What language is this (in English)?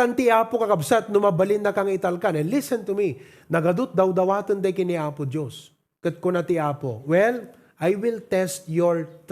Iloko